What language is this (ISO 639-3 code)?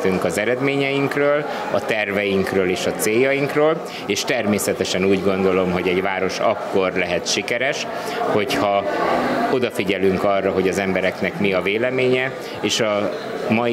hun